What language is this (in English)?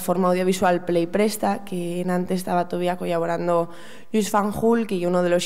Asturian